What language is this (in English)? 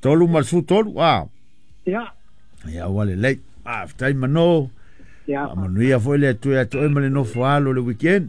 Samoan